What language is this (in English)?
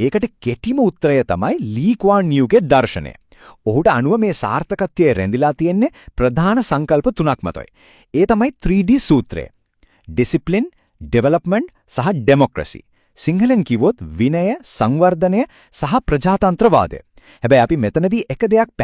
Sinhala